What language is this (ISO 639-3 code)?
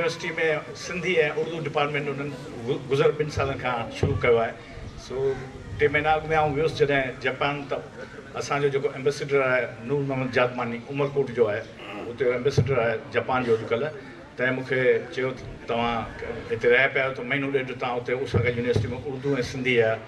snd